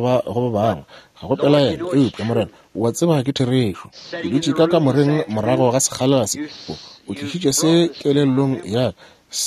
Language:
Northern Sotho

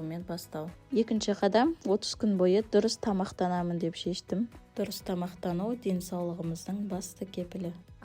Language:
Kazakh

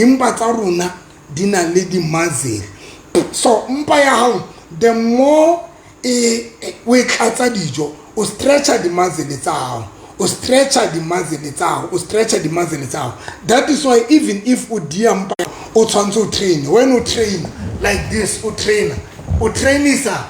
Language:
Southern Sotho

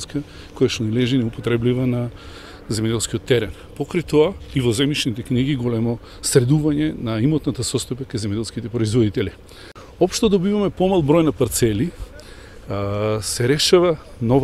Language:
Macedonian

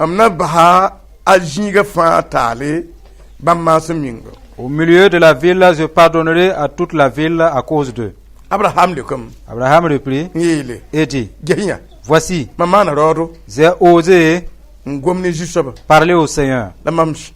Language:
Mossi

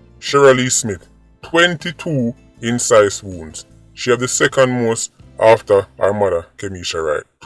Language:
Jamaican Creole English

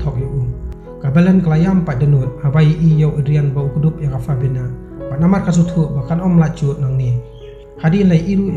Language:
Khasi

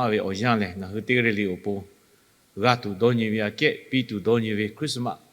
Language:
Lahu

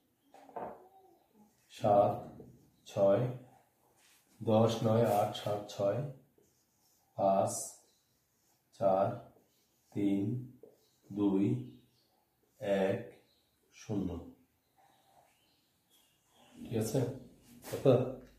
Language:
Bangla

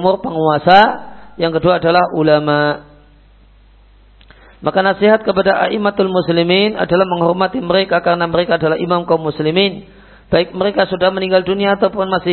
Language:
Indonesian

